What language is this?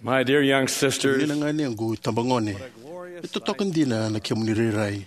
Fijian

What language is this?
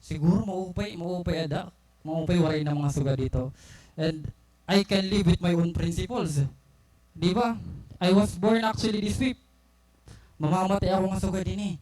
Waray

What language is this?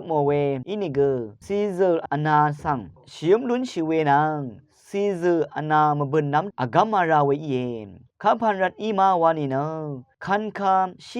Rawang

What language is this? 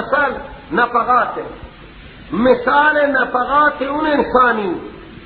Persian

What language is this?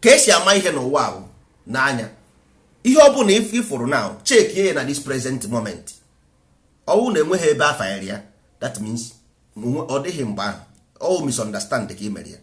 Igbo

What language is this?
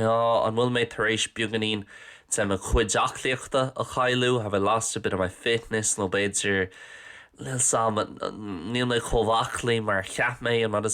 Irish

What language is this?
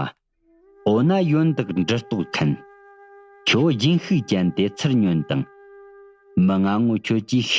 Tibetan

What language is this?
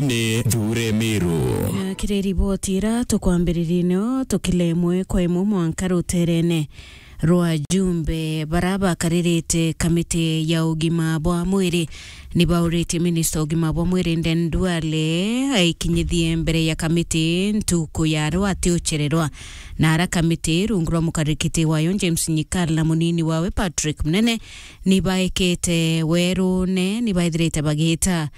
Meru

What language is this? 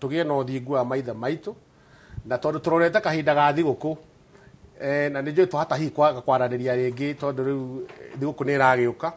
Kikuyu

